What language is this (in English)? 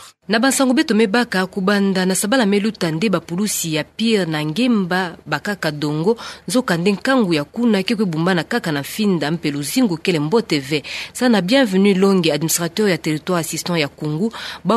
Kituba (Democratic Republic of Congo)